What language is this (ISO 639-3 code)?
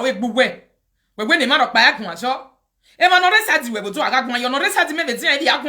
pcm